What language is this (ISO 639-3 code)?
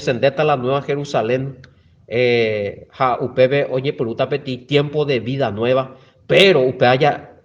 grn